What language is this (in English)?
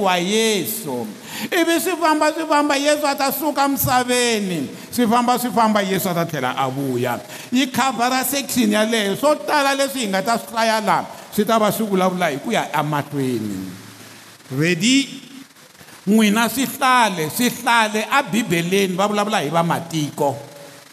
Tsonga